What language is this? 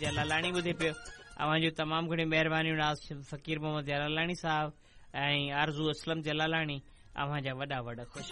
Sindhi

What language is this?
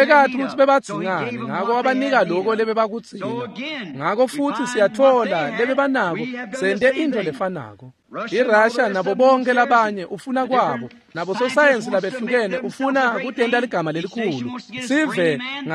Swati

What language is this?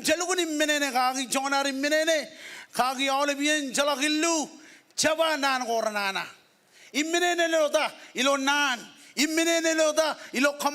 Marshallese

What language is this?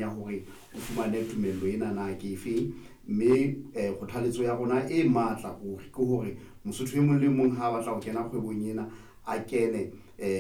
Southern Sotho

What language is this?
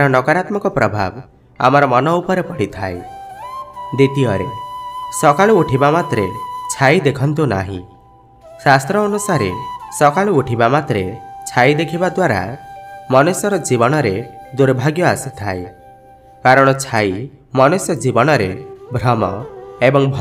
Odia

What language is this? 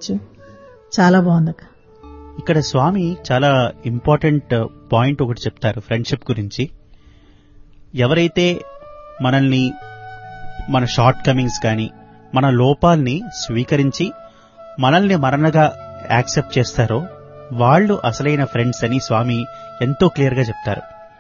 Telugu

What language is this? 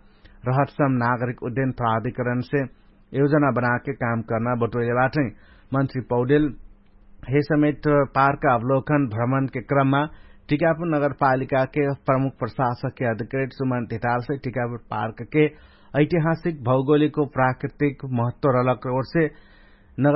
Dangaura Tharu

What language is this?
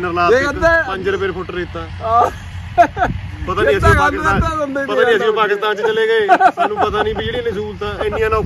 Punjabi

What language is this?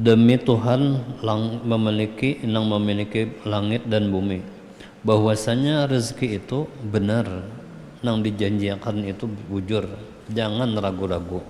Banjar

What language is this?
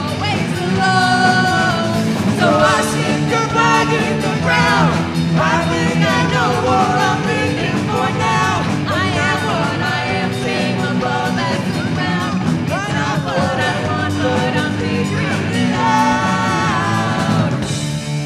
English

